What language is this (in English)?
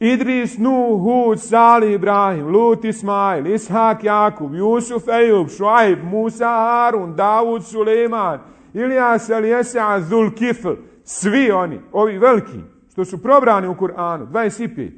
Bosnian